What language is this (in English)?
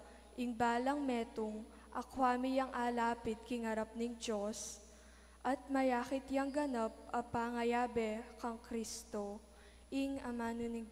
Pampanga